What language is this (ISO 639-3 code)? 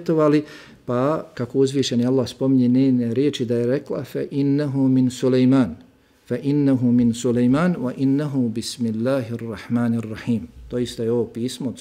bos